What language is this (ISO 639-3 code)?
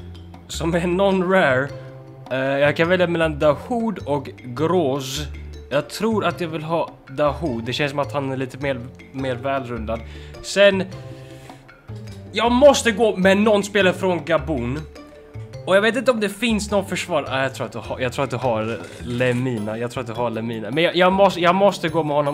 swe